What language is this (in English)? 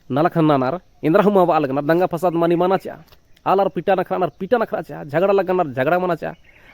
Kurukh